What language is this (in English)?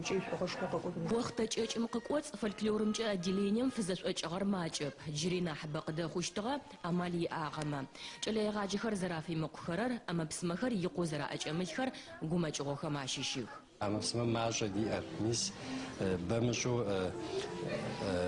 Adyghe